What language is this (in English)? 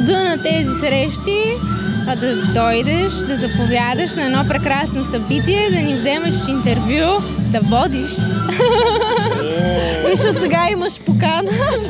Bulgarian